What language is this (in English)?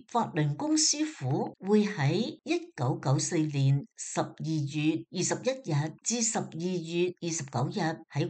Cantonese